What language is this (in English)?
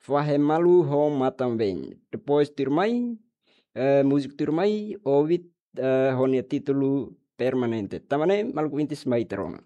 Tetum